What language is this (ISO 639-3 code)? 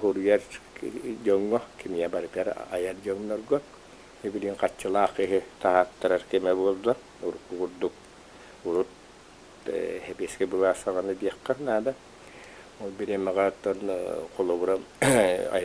sah